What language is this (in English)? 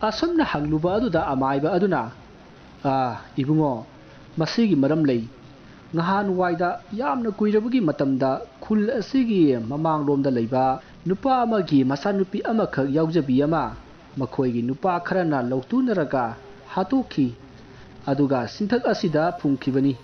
Manipuri